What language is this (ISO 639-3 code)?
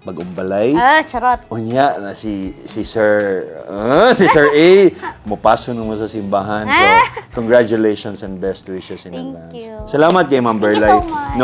ceb